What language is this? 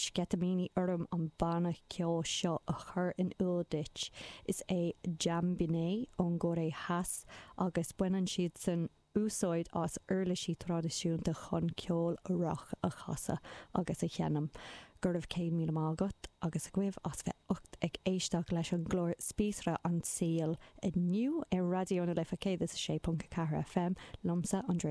Irish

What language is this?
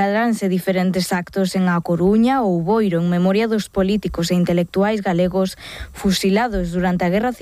Galician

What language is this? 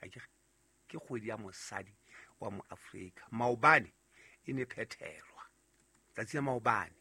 Southern Sotho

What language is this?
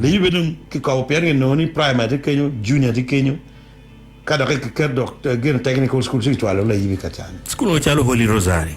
Acoli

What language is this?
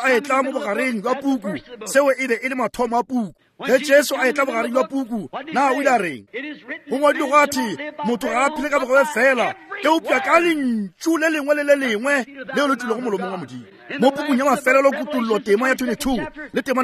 Northern Sotho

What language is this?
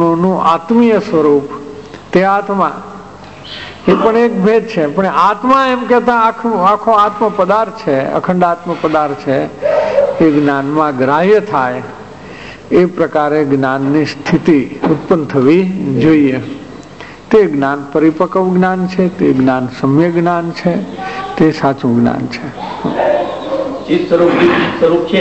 Gujarati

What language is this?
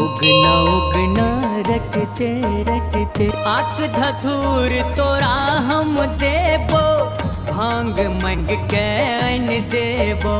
Maithili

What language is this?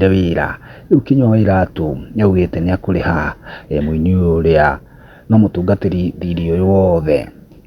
Kikuyu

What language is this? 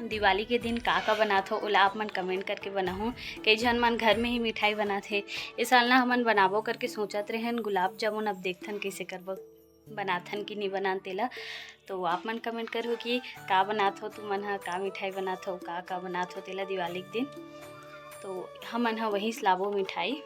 Chhattisgarhi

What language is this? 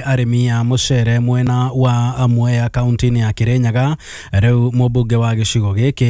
Kikuyu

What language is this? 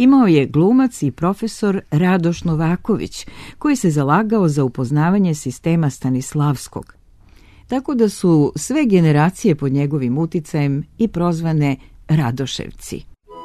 Serbian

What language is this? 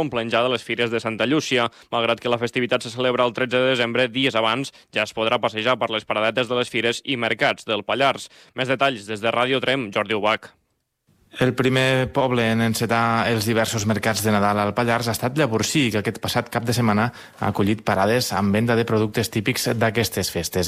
Catalan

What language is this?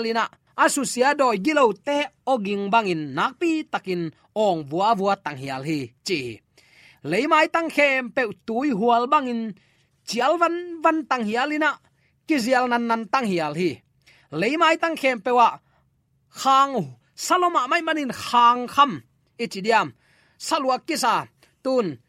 Tedim Chin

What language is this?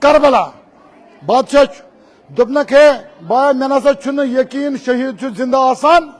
Kashmiri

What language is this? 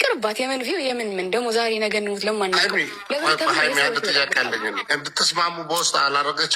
Amharic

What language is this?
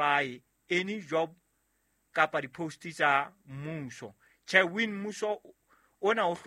Southern Sotho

